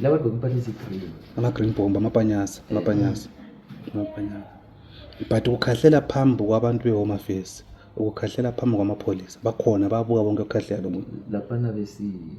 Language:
Zulu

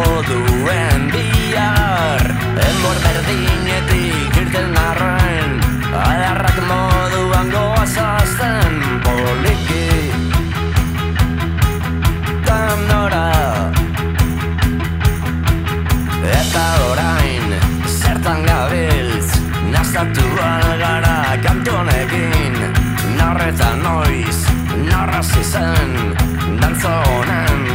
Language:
Basque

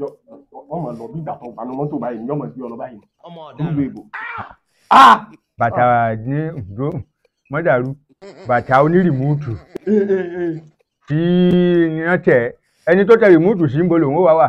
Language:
Yoruba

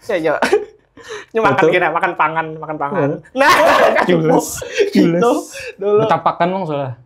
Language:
Banjar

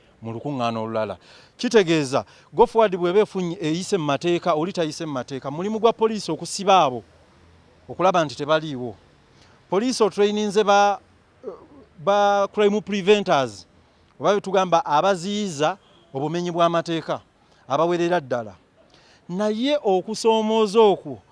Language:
Ganda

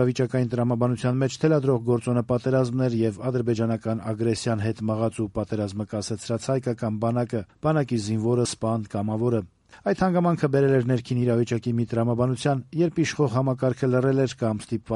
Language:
Armenian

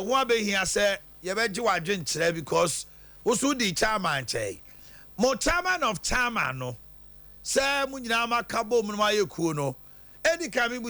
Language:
Akan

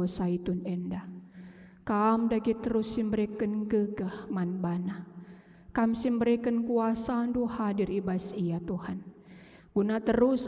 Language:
Batak Karo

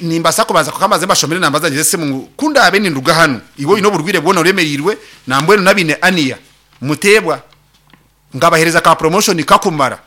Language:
Nyankole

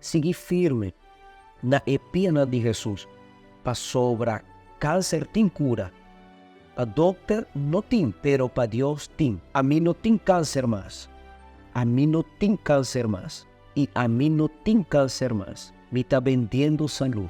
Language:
Papiamento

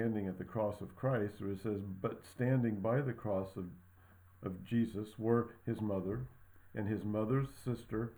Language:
English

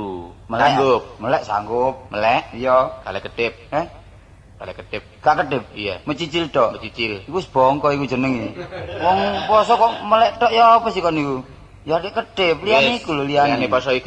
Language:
Javanese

